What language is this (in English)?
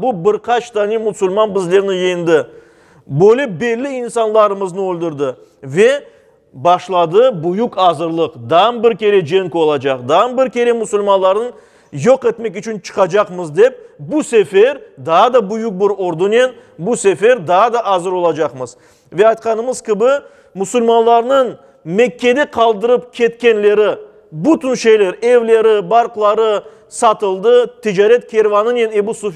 Crimean Tatar